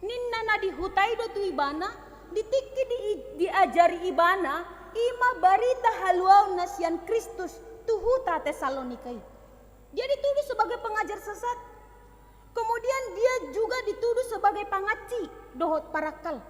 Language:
Batak Toba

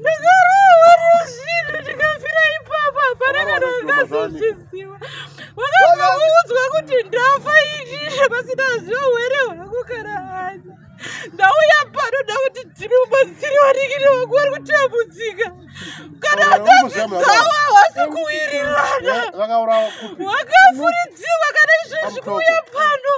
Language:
Shona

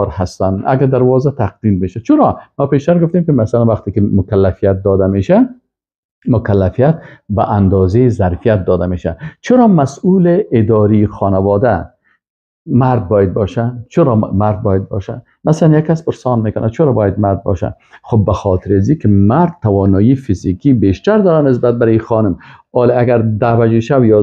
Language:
Persian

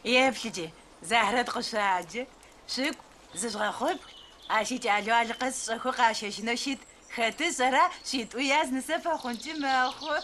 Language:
Adyghe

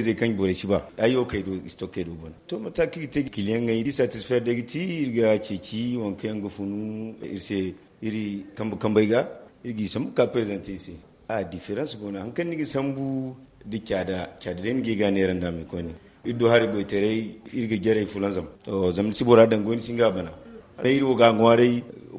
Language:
Zarma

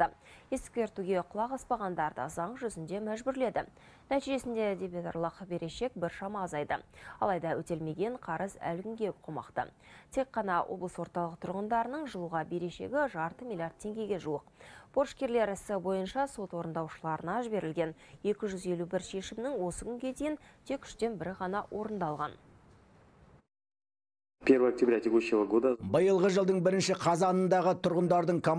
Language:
Kazakh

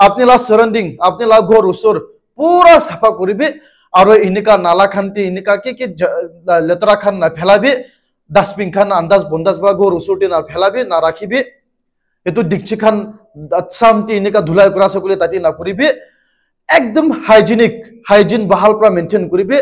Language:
Naga Pidgin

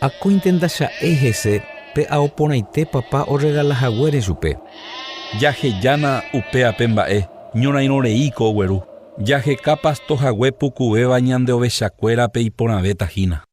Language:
Guarani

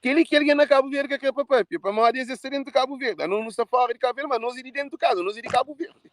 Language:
Kabuverdianu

